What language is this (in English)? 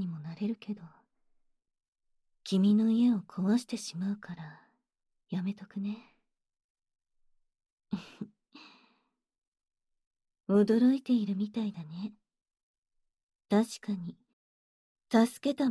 Japanese